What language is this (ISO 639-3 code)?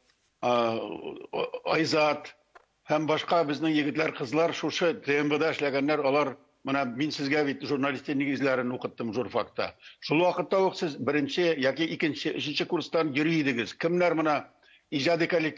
tat